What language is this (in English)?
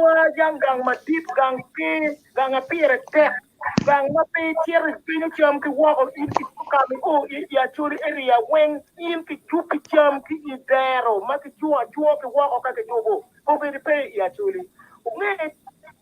Acoli